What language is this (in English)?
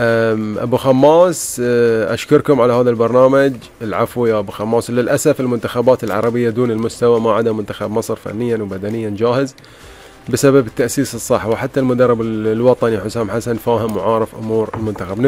Gulf Arabic